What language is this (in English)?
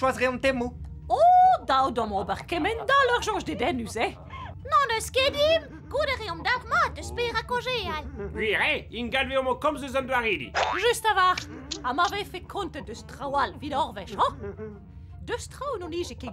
Breton